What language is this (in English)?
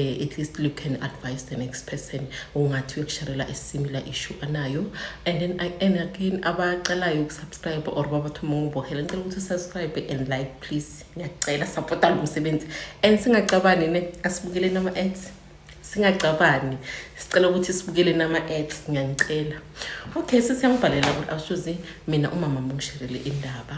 Zulu